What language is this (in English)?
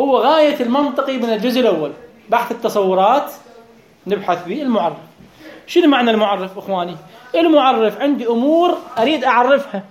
Mesopotamian Arabic